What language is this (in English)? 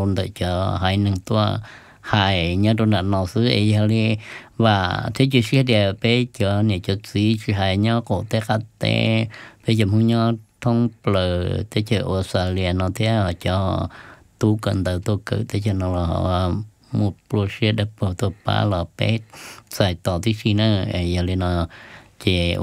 Vietnamese